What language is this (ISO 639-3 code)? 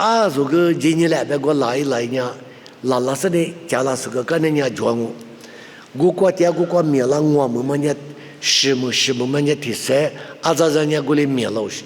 lis